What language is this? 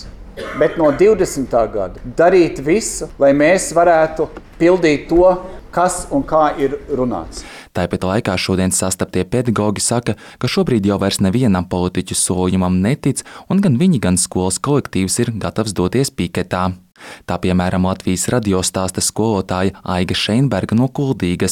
Latvian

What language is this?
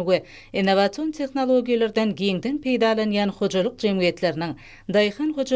Turkmen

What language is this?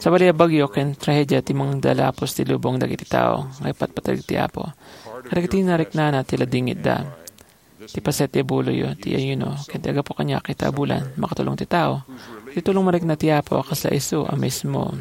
Iloko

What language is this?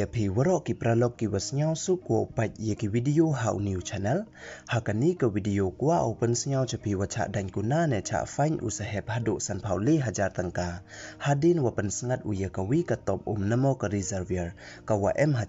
Pnar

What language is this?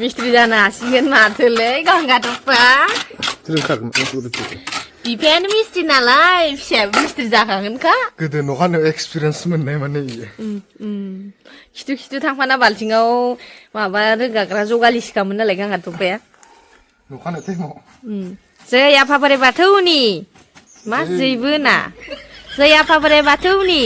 Bodo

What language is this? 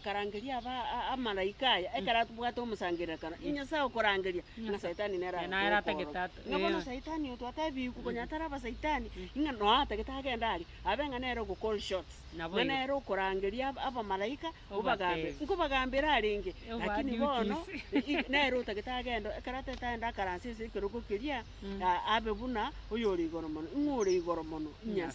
Gusii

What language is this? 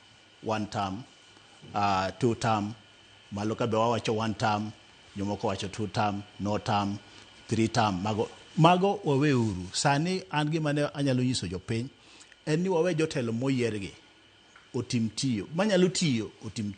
Luo (Kenya and Tanzania)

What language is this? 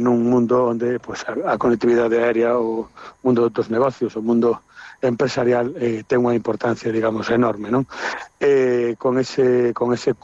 Galician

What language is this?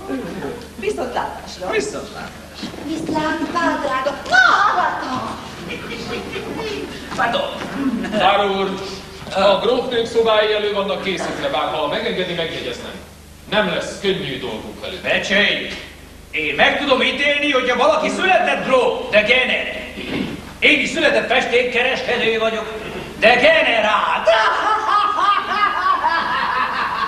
Hungarian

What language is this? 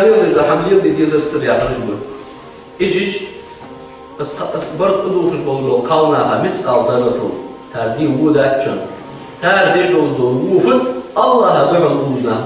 Ingush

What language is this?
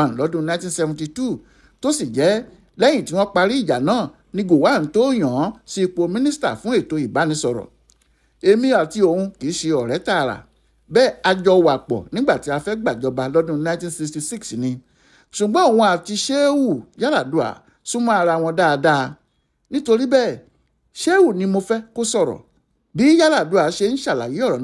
Yoruba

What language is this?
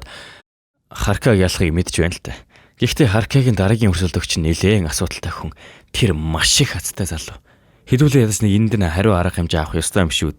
Mongolian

